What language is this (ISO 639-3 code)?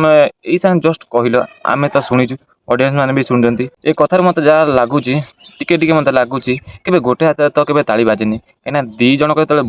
ori